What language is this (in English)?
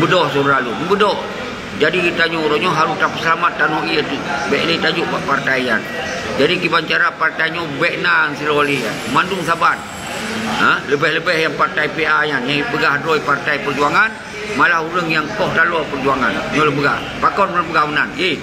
Achinese